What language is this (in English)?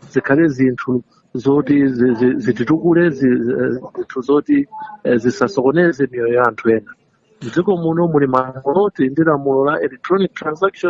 Nyanja